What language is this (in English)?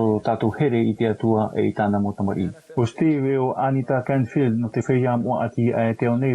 Tahitian